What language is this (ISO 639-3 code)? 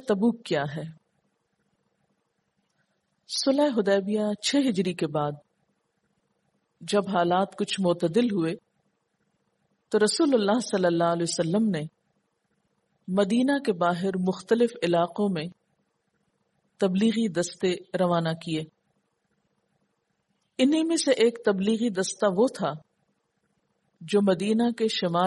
urd